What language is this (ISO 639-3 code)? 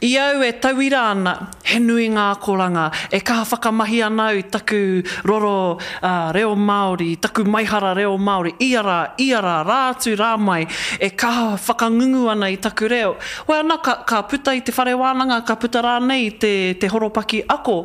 mri